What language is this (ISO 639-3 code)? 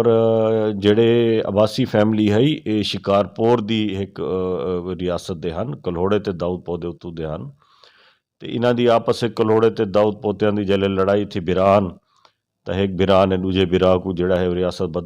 skr